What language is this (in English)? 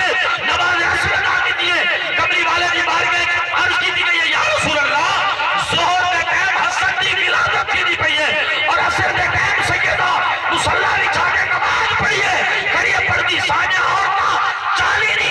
Saraiki